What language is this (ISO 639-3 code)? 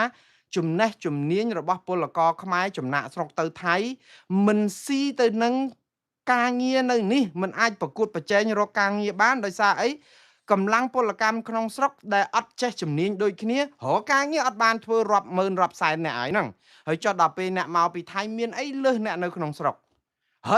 khm